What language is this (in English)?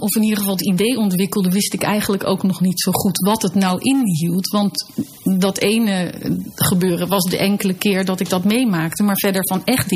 Dutch